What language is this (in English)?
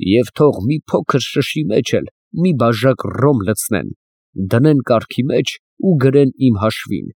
Armenian